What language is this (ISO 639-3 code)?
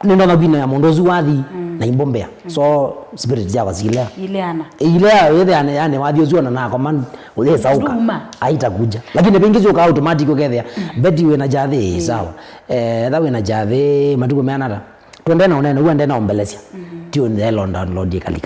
kam